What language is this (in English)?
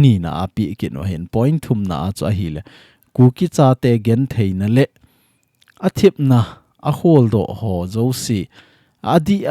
Thado Chin